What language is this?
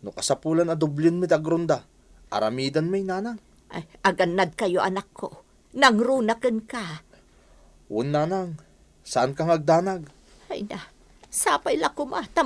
Iloko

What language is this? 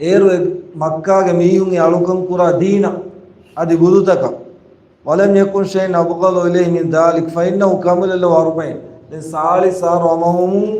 Divehi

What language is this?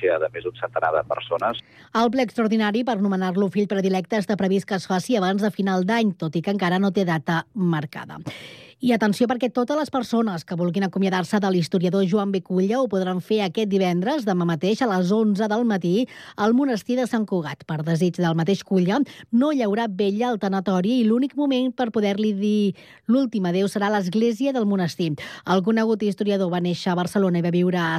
Catalan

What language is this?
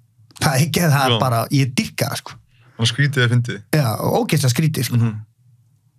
Icelandic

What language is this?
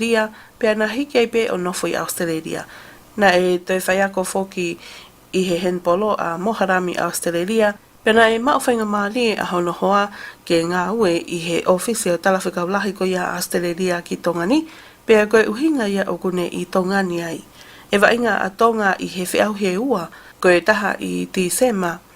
Tongan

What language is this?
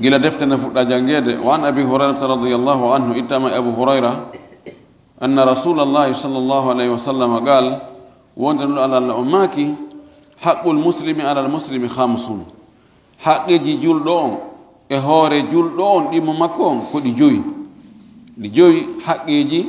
Fula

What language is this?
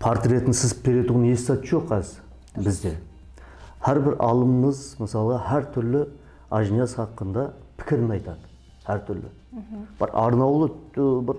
Kara-Kalpak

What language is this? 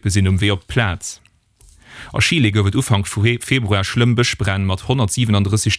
Luxembourgish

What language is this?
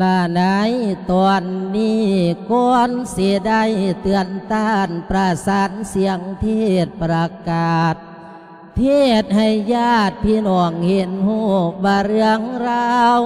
Lao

